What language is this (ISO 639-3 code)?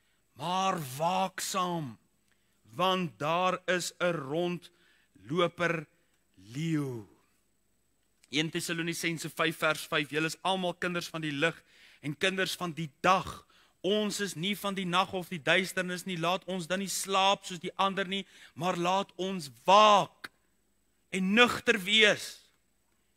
afr